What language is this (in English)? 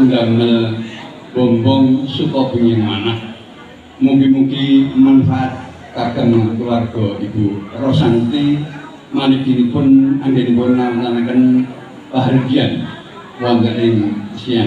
Javanese